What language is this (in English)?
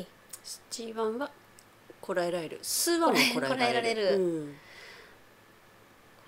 Japanese